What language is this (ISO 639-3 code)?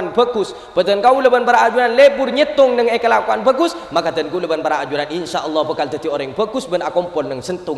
mad